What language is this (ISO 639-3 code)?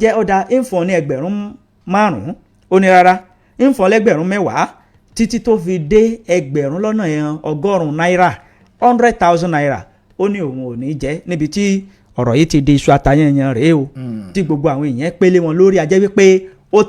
yor